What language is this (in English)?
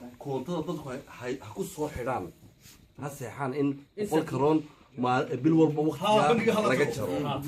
Somali